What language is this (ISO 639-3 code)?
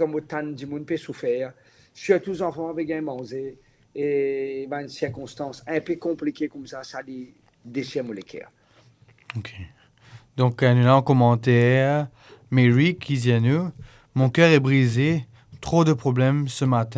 mfe